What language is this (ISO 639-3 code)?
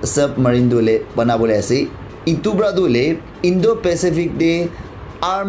nag